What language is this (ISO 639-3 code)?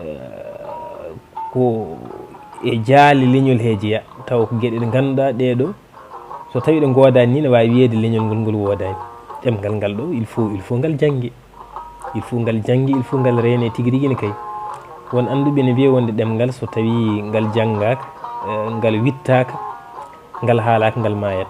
ful